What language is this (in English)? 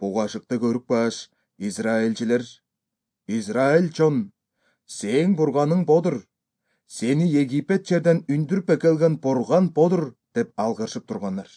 Kyrgyz